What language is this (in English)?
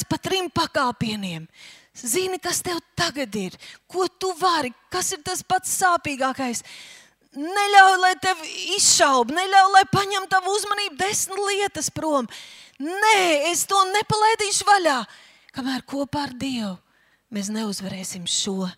Latvian